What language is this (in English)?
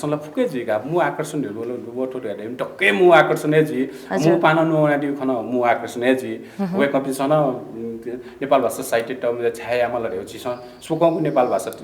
Newari